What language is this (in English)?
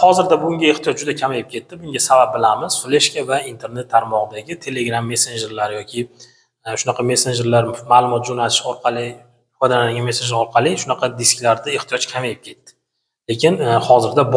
Uzbek